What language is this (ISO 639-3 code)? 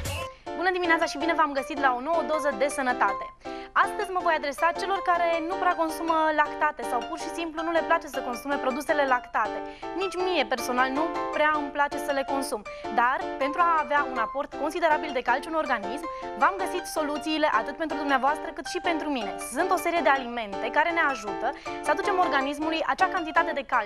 ron